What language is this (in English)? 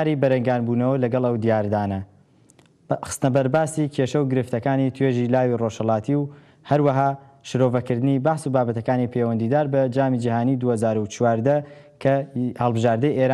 Central Kurdish